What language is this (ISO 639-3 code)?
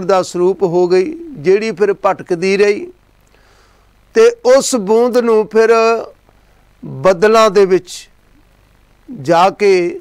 pan